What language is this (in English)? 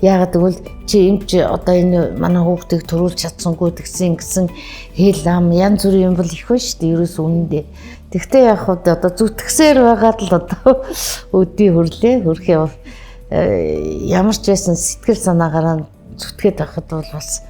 Mongolian